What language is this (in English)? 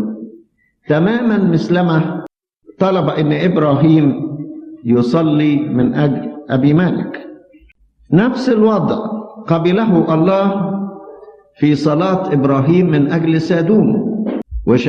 Egyptian Arabic